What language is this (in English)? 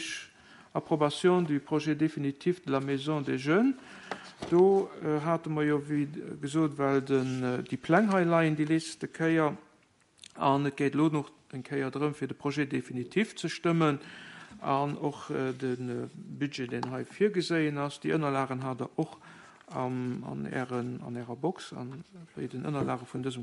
Luxembourgish